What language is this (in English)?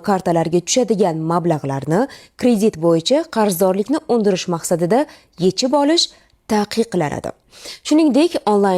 Uzbek